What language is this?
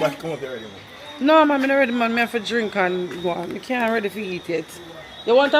Jamaican Creole English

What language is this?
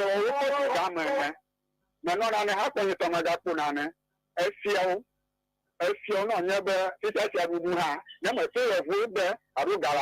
Ewe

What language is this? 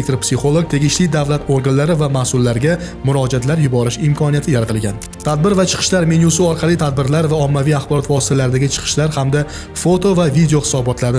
Uzbek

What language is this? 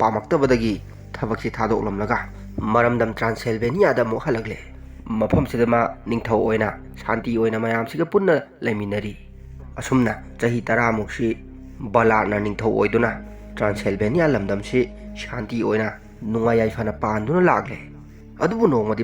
Manipuri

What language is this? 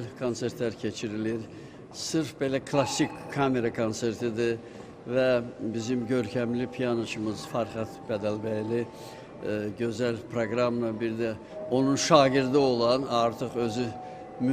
Azerbaijani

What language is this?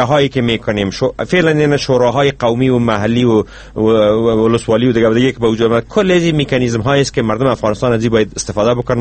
Persian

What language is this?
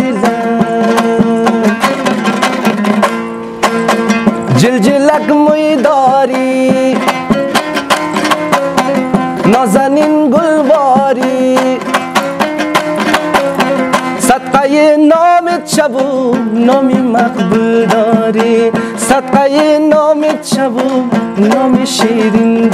Persian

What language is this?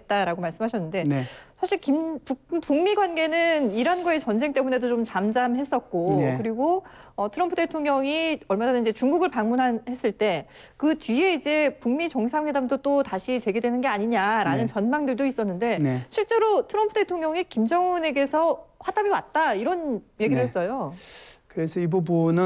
Korean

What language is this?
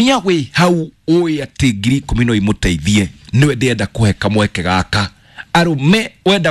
Kikuyu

